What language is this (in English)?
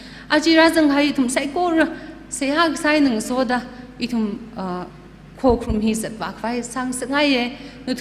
Tangkhul Naga (India)